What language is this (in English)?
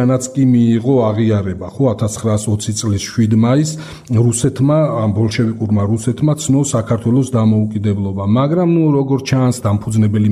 Georgian